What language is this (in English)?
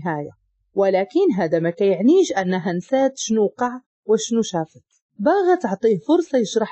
Moroccan Arabic